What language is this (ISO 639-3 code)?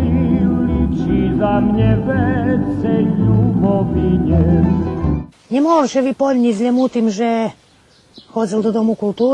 rue